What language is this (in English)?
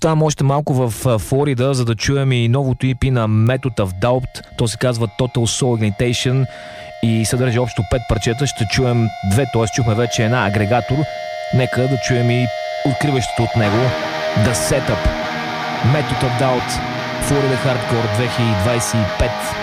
Bulgarian